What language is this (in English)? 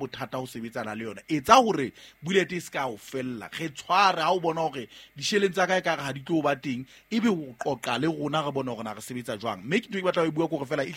Southern Sotho